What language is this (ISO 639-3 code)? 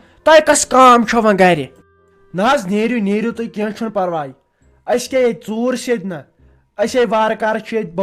kas